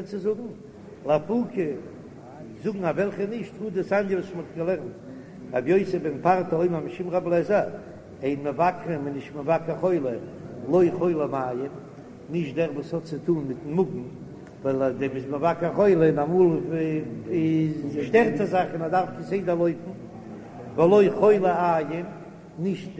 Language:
Yiddish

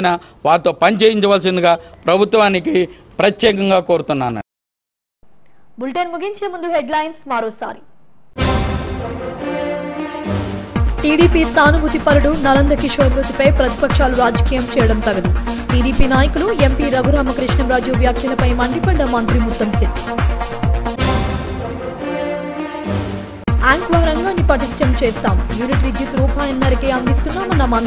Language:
Telugu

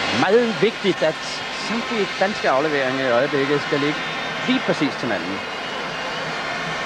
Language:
Danish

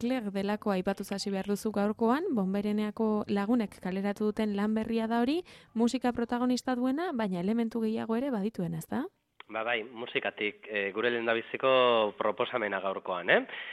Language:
Basque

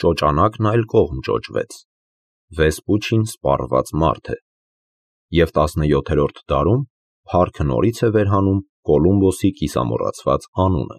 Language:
Armenian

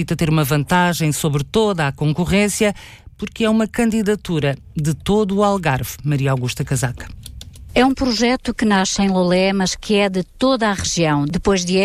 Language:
Portuguese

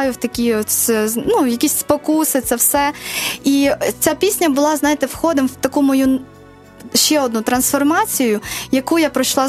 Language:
Ukrainian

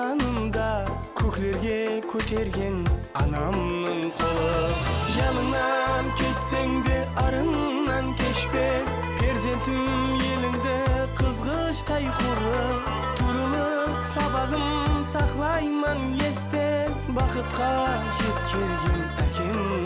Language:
Kara-Kalpak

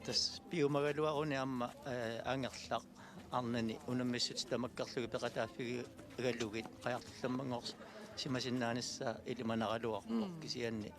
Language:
Kalaallisut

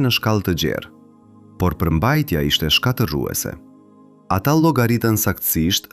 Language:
Albanian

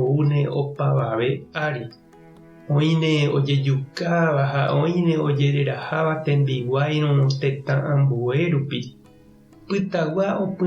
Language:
Guarani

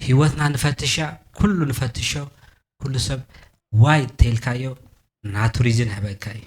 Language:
Tigrinya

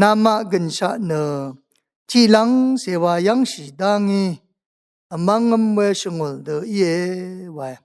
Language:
Rawang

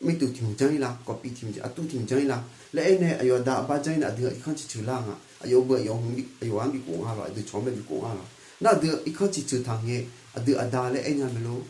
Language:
Akha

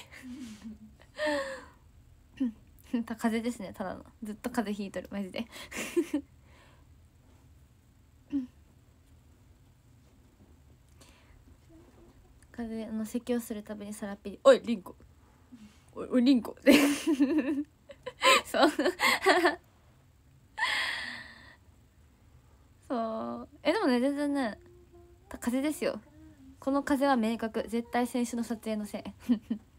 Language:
Japanese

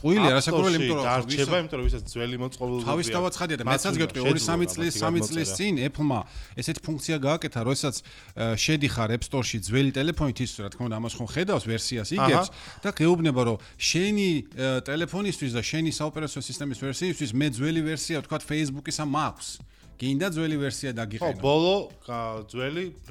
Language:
Georgian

